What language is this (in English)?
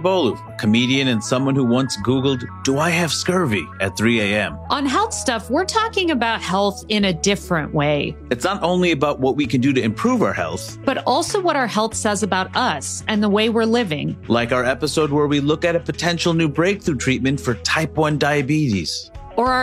English